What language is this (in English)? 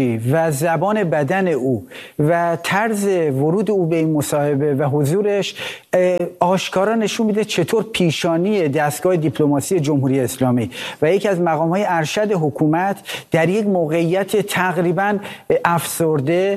Persian